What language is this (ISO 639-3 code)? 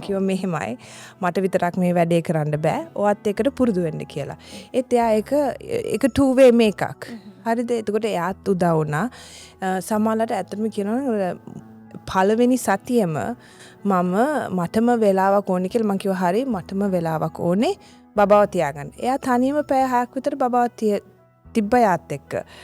sin